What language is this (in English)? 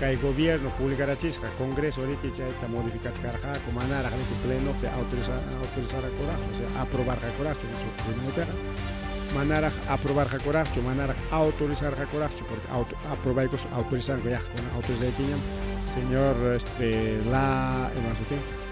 Ayacucho Quechua